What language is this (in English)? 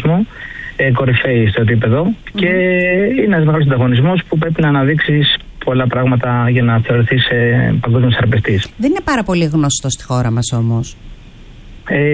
Greek